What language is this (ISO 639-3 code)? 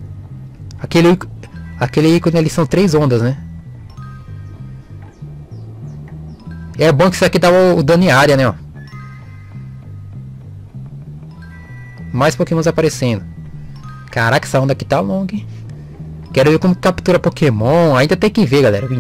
por